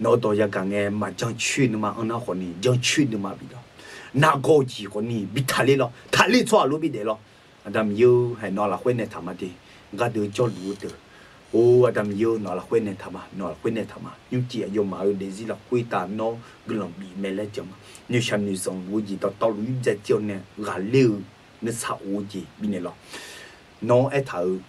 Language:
Akha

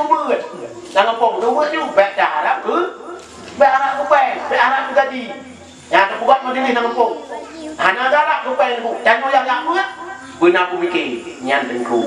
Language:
Achinese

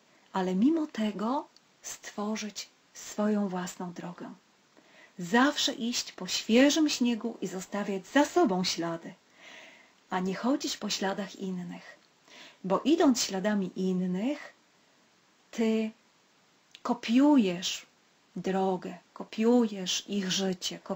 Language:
Polish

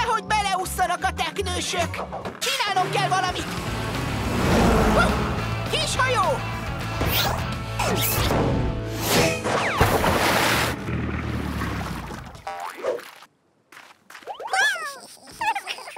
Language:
Hungarian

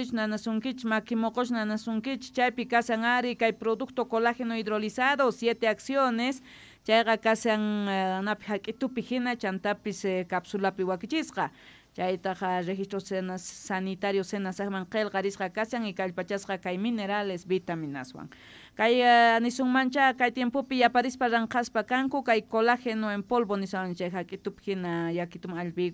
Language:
South Bolivian Quechua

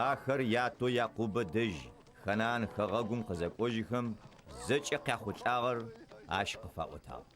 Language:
Adyghe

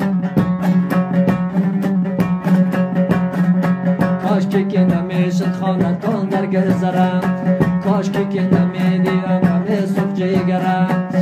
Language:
Persian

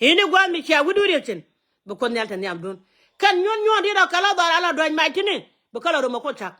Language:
Nuer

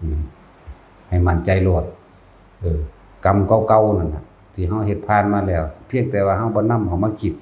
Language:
Northeastern Thai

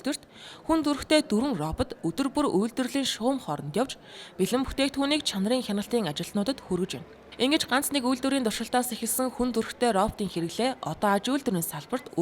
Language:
Mongolian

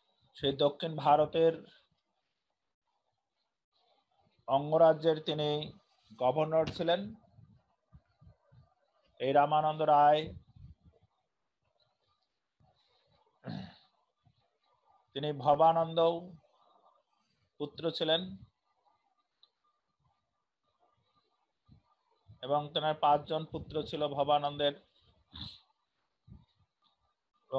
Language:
Bangla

